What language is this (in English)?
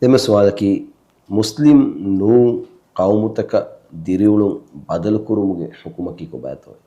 Divehi